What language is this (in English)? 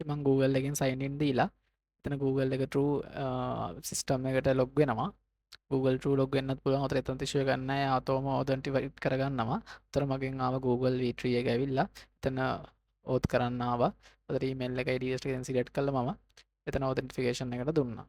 Sinhala